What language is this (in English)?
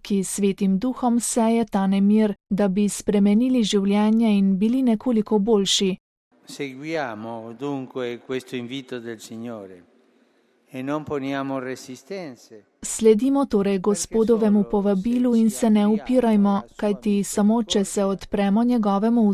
Slovenian